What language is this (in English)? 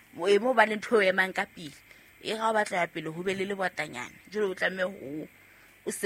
Southern Sotho